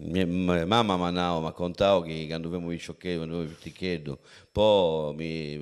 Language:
Sardinian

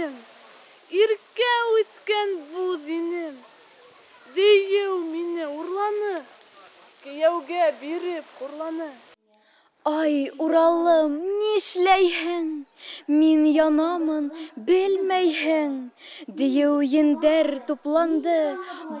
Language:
Bashkir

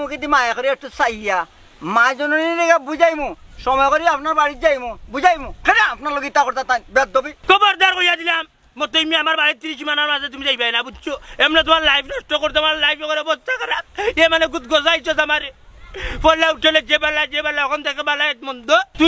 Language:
Sylheti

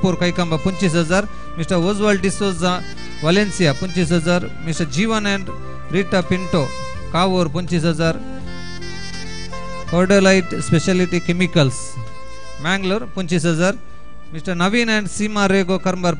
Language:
Kannada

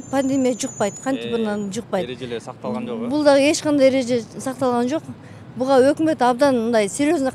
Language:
Kyrgyz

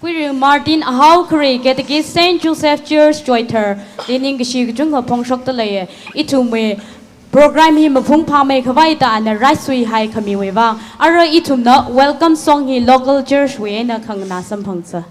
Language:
Tangkhul Naga (India)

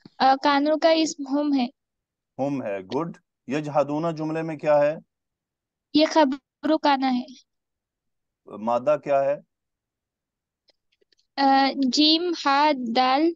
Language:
Urdu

